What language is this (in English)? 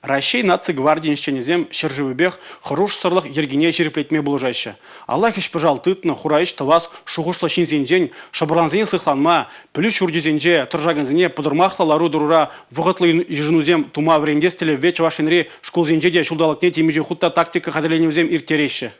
Chuvash